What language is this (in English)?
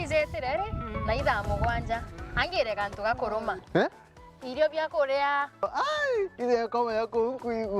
Meru